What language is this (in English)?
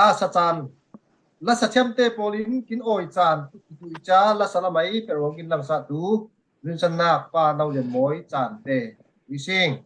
Falam Chin